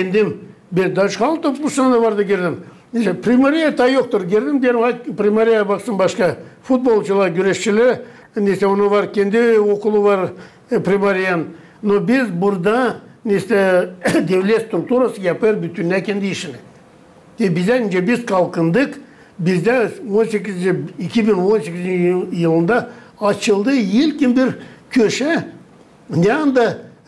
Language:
Gagauz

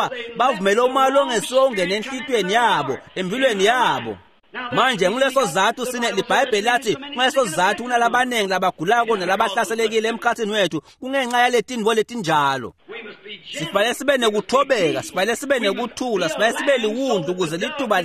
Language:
Swati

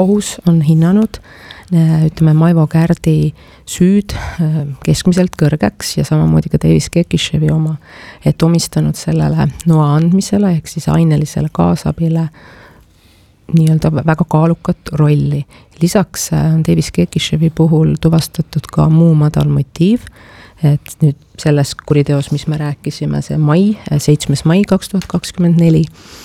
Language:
Estonian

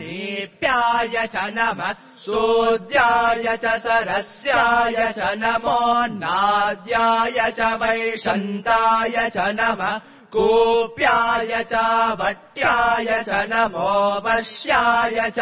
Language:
Sanskrit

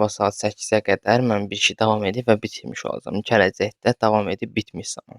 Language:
Azerbaijani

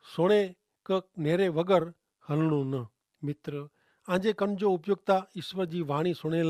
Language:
Kachhi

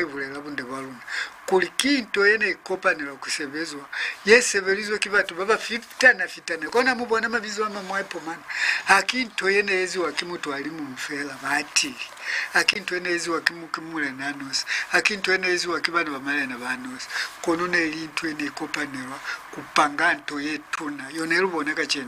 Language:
Lozi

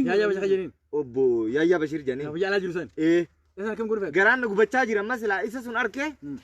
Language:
Oromo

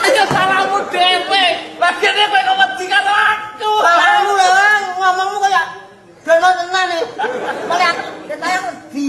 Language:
Javanese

